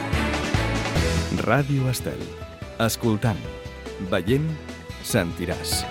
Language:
Catalan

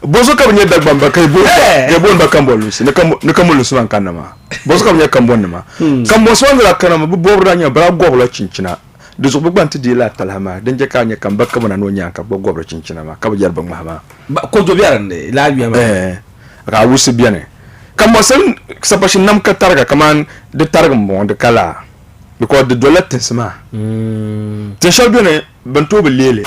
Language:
Dagbani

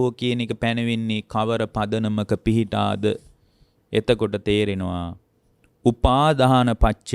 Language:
Sinhala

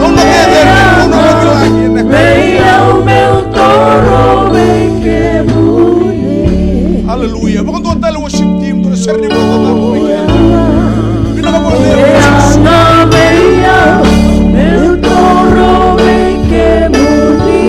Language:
Fijian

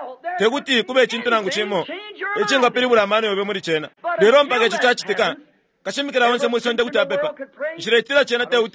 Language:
Bemba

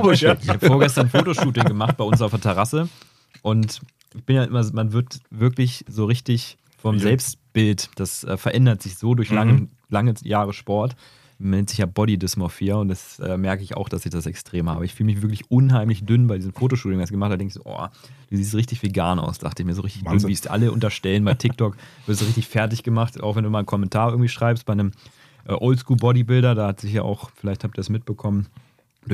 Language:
German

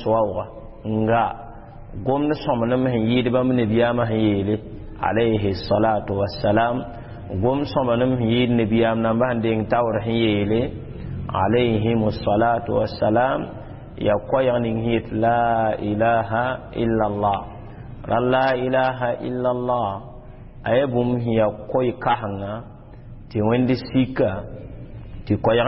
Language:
Mossi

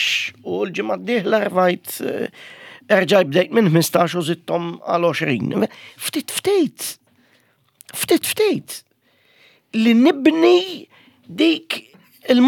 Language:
Maltese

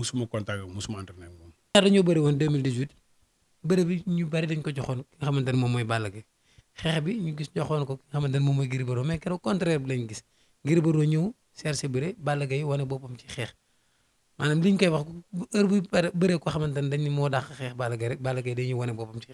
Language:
Wolof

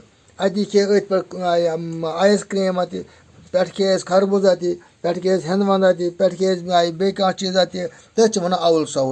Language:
Kashmiri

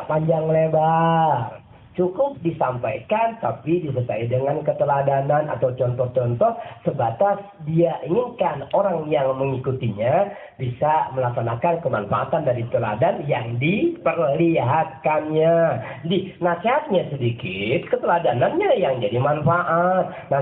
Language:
Indonesian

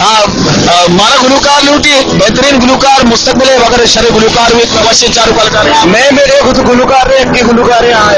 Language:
Baluchi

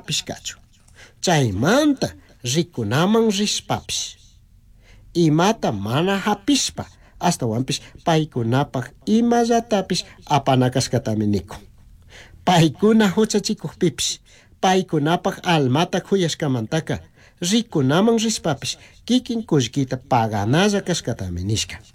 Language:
Chimborazo Highland Quichua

